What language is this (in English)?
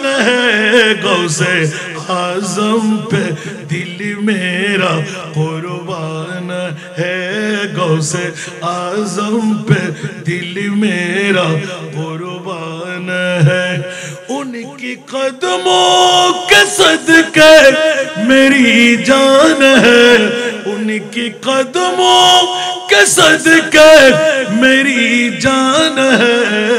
Bangla